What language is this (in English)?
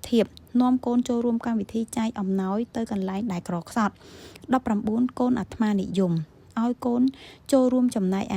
Khmer